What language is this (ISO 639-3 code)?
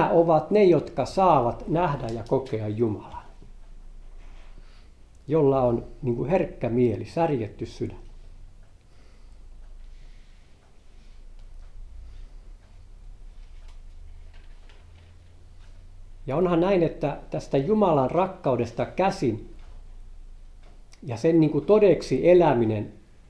fin